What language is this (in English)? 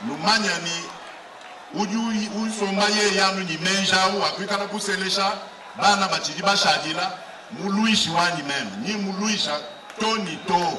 Luba-Lulua